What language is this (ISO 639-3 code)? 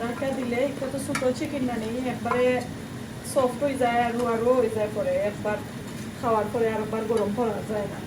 syl